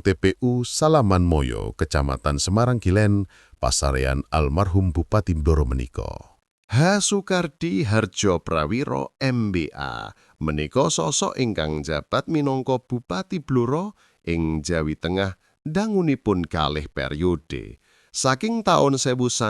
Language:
Javanese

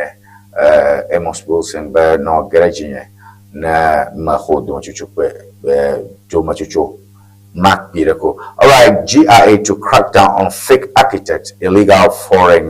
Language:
Ewe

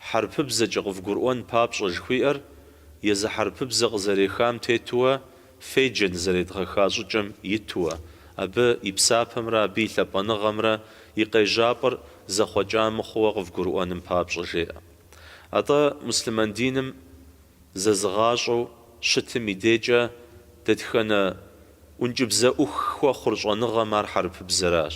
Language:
Kabardian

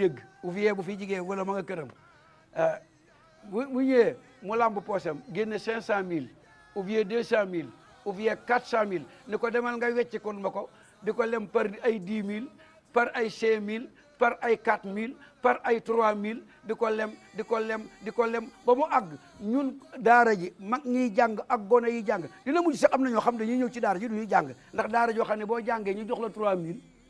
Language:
Wolof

